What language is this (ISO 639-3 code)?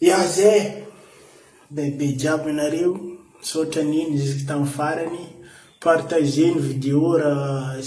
mlg